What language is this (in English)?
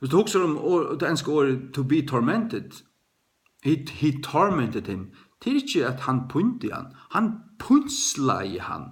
Faroese